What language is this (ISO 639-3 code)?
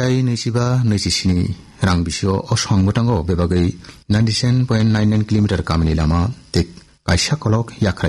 trp